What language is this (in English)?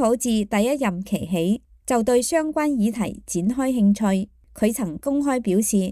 Cantonese